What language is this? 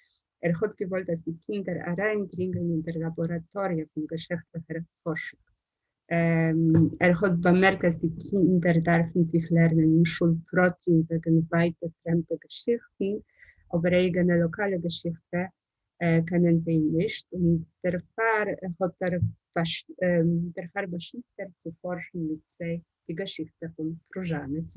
Yiddish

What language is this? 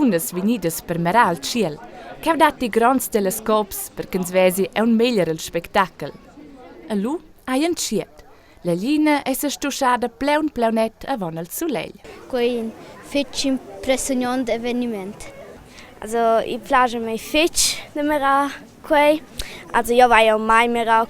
Romansh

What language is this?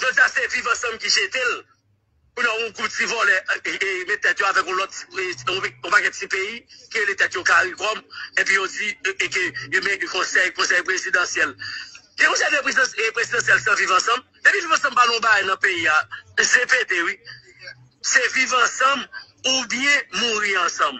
Haitian Creole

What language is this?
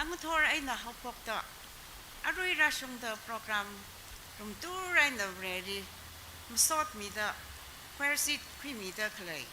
Tangkhul Naga (India)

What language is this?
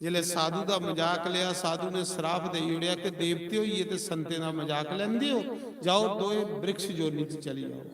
Dogri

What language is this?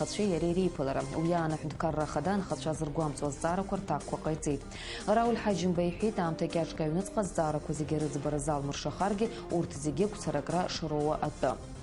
Abkhazian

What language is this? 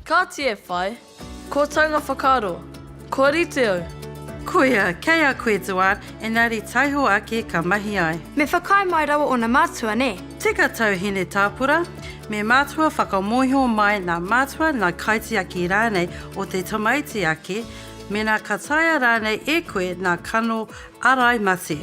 Māori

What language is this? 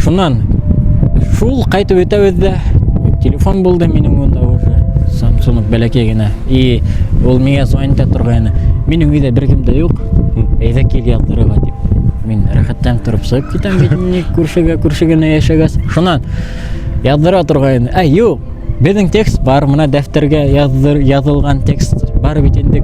Bashkir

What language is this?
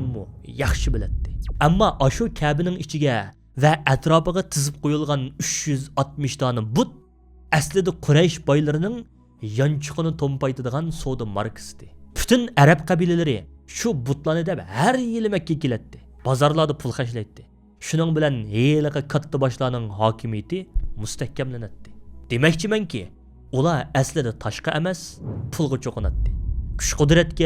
Uyghur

